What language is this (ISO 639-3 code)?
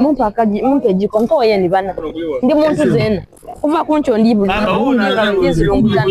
xog